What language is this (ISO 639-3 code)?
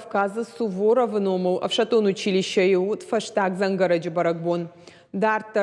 oss